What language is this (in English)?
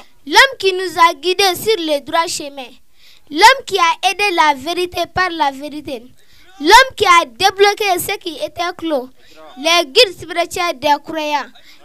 Bambara